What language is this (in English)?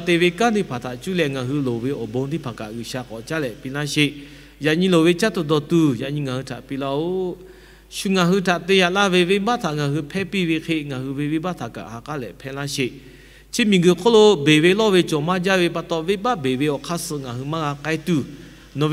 Lahu